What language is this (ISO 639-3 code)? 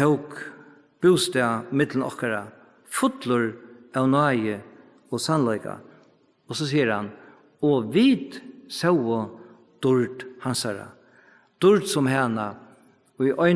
fao